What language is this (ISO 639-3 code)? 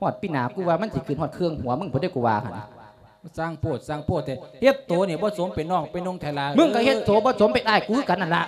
lao